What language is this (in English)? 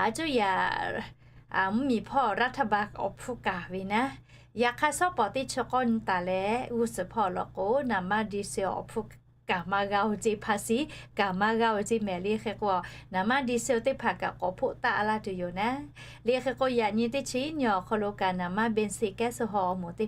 Lahu